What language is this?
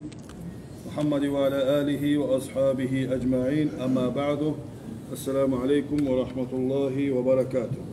Kumyk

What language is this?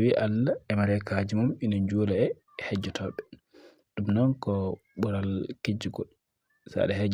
Fula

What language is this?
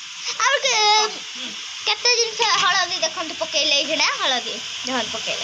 Odia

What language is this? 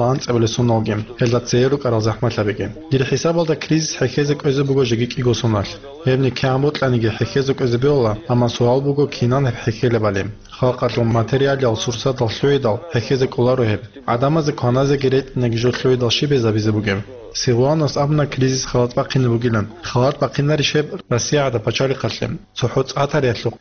Avaric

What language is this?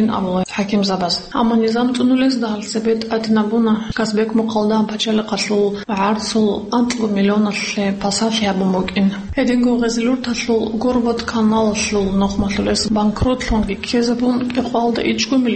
Avaric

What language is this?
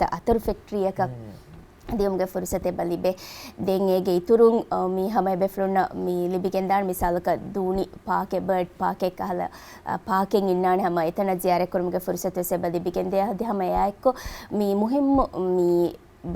Divehi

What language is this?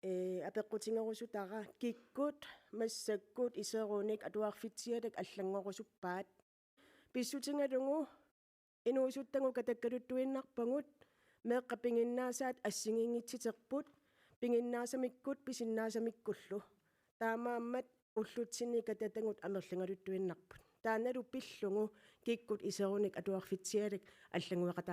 Kalaallisut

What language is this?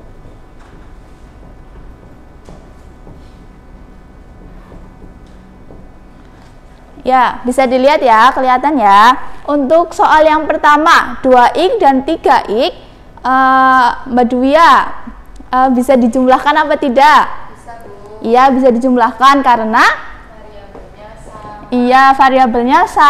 Indonesian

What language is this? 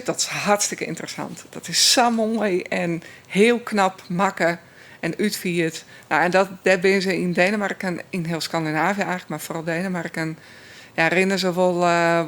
Western Frisian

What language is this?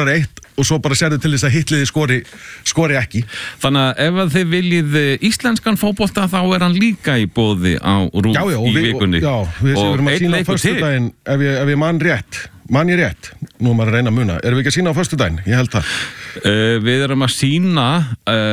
Icelandic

